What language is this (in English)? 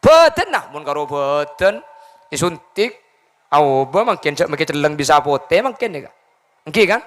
Madurese